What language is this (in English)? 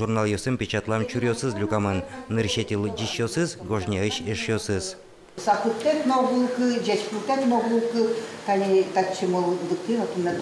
Udmurt